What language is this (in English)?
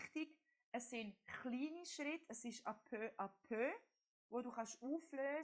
Swiss German